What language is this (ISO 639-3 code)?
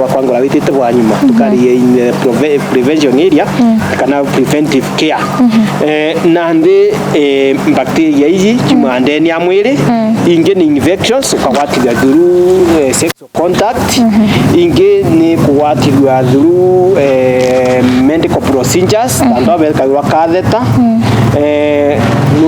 mer